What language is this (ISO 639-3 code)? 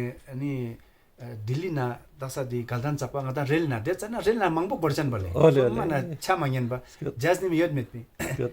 lbj